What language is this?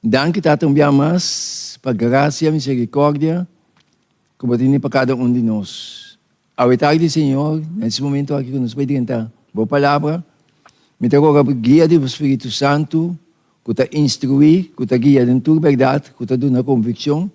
Papiamento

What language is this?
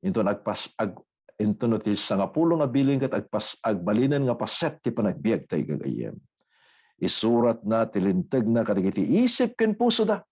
Iloko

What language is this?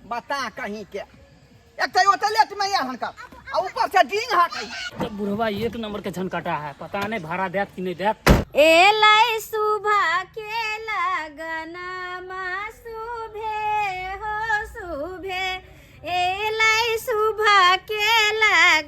Maithili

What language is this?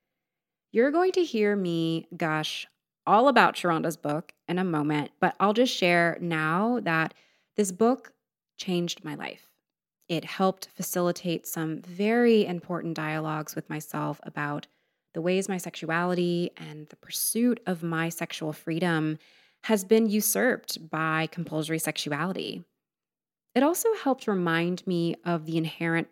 English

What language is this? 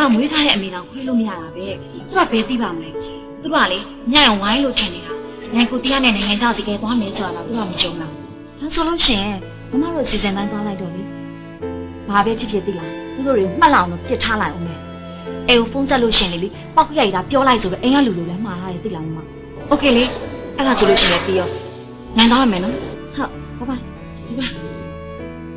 Burmese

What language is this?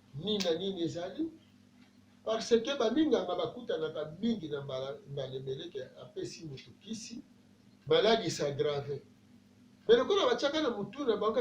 Lingala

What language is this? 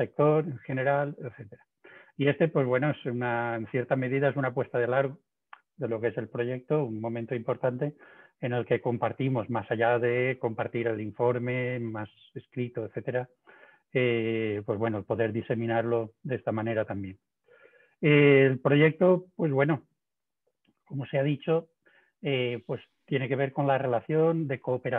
Spanish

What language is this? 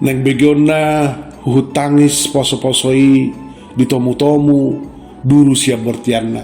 Batak Toba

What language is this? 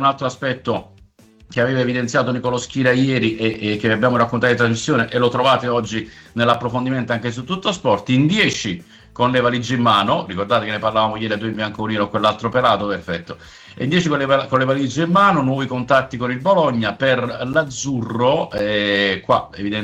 Italian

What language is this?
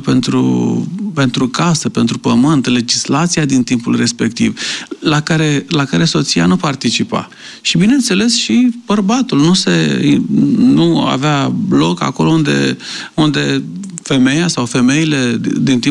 Romanian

